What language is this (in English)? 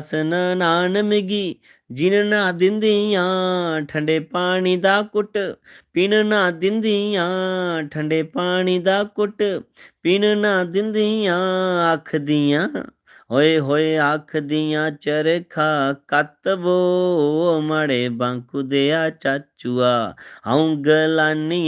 Dogri